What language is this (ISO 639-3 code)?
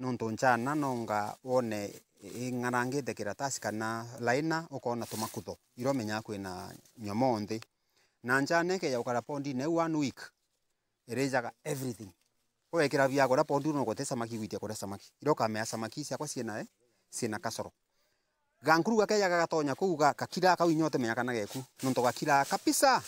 mer